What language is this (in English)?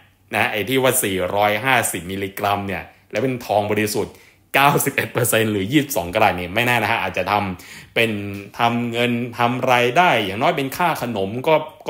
Thai